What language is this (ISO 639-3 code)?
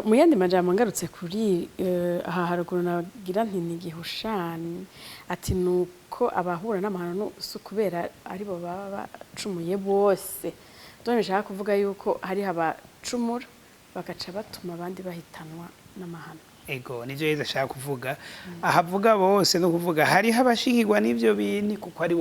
run